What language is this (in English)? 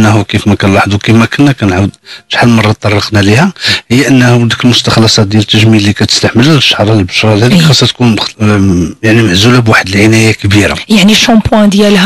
Moroccan Arabic